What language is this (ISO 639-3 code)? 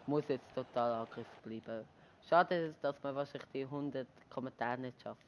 gsw